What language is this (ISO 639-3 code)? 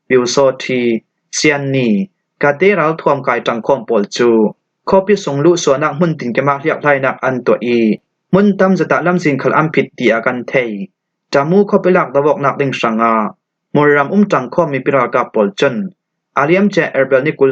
cfm